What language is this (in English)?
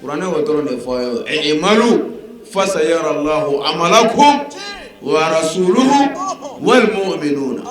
Bambara